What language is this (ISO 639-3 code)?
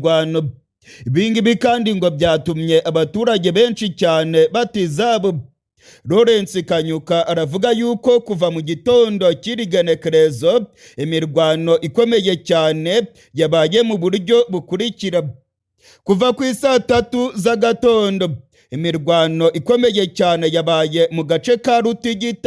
kin